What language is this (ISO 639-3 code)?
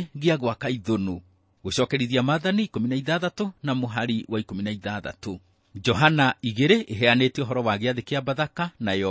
kik